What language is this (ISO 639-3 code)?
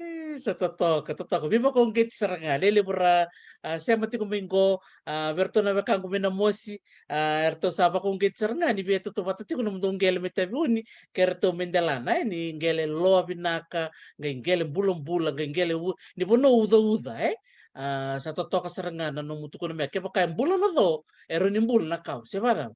fij